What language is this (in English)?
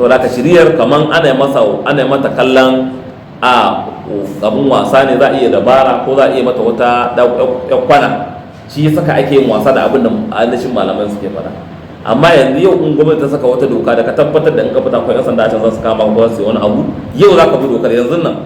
Hausa